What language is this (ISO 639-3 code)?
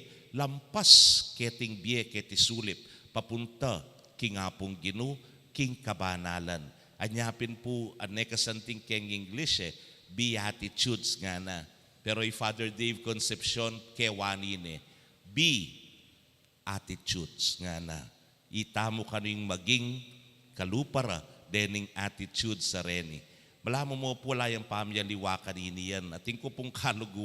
pam